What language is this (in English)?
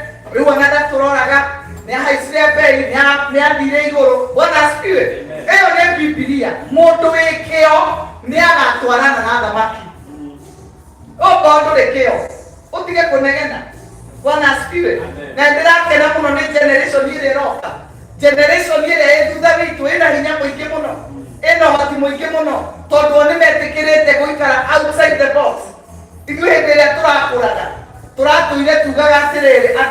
Kikuyu